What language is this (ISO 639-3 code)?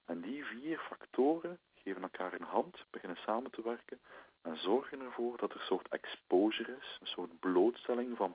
nld